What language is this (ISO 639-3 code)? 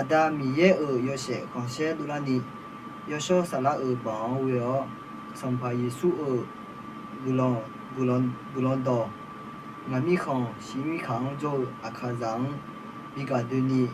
ahk